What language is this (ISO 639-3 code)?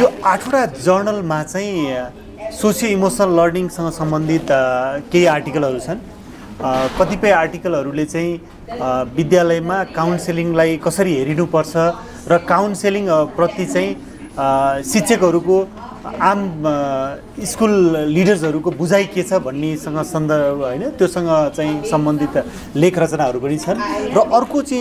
nep